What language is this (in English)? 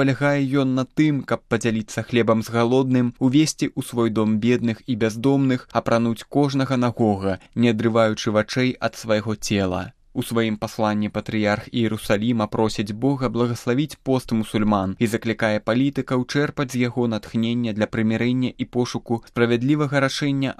Belarusian